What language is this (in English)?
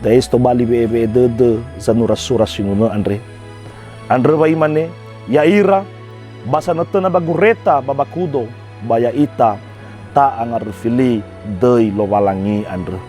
Nias